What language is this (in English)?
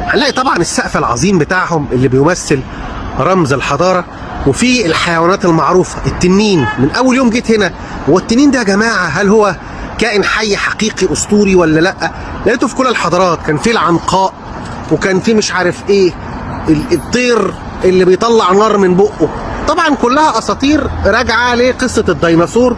Egyptian Arabic